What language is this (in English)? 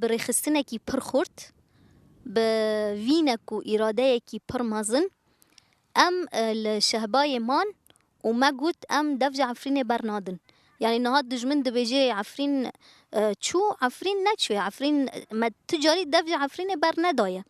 Kurdish